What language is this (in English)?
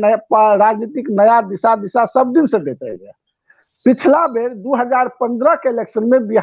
Maithili